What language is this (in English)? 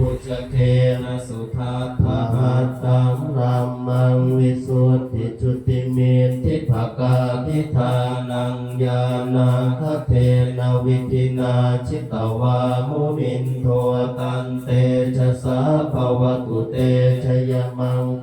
Pali